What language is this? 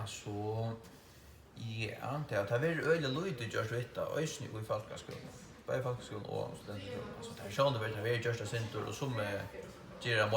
Faroese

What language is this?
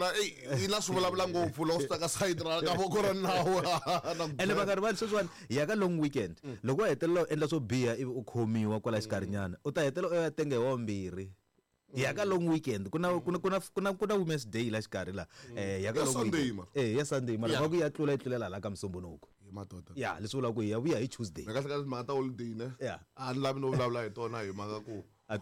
Tsonga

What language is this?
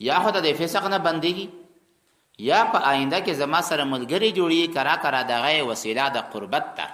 Pashto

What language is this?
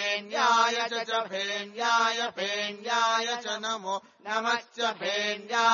Sanskrit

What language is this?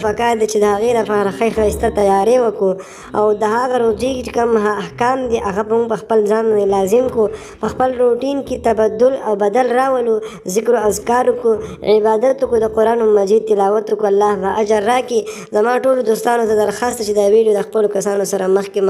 Pashto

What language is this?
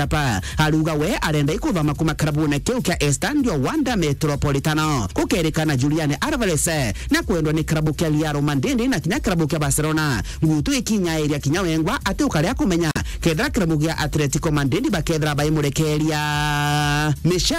Meru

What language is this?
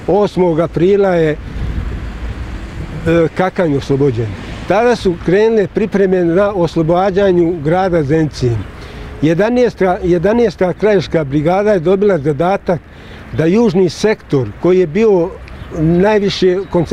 Bosnian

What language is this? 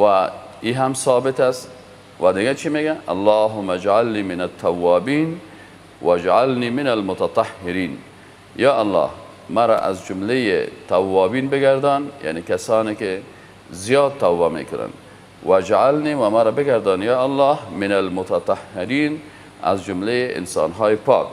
Persian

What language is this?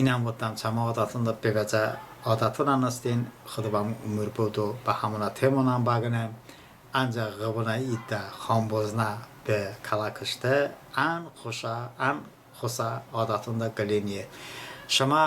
Talysh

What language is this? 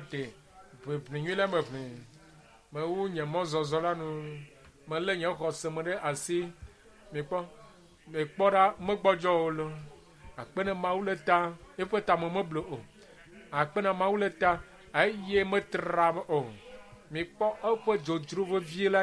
Ewe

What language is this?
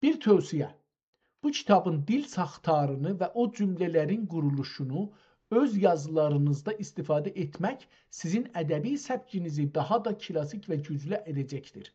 South Azerbaijani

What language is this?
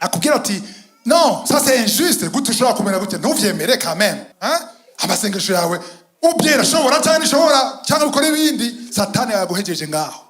Rundi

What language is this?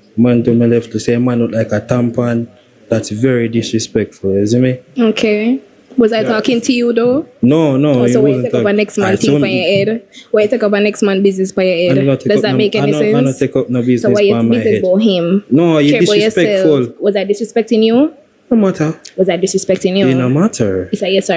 Jamaican Creole English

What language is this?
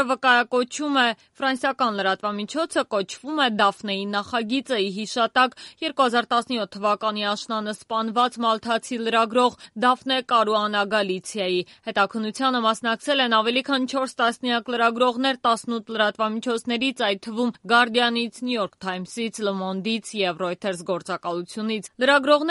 Armenian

